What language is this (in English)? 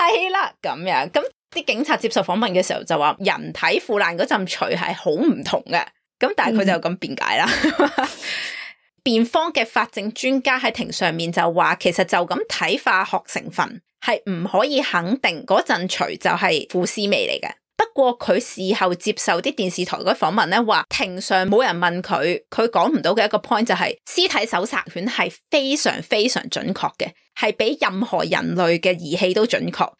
Cantonese